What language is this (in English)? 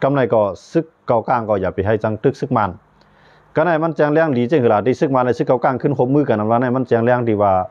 Shan